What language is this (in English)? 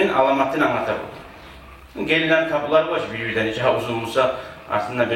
Kumyk